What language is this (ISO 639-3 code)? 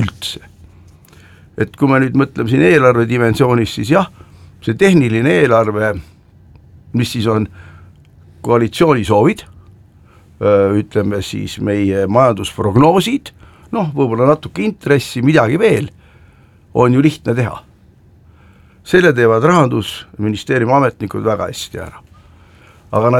est